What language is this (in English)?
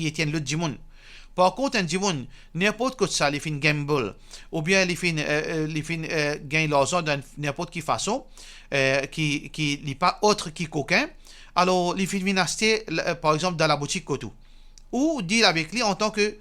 Morisyen